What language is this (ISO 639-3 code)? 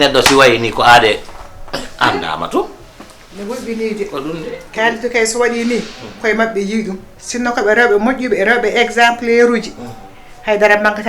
ful